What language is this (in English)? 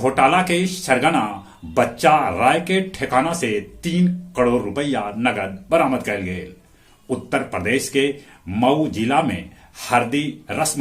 Magahi